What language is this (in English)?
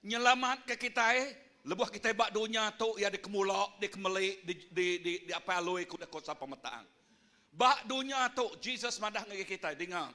Iban